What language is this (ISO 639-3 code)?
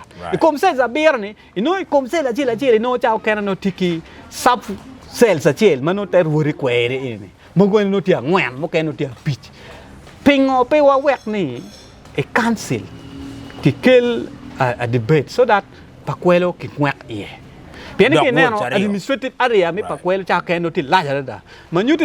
ach